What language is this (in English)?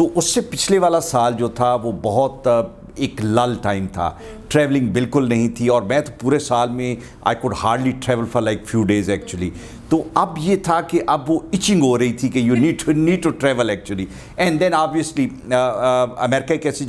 Urdu